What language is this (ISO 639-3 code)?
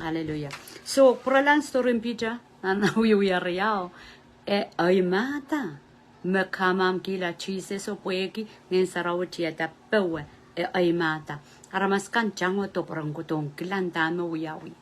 pon